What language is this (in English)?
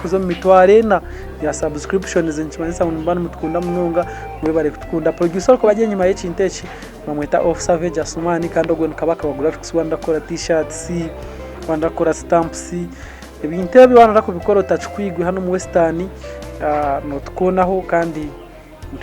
Nyankole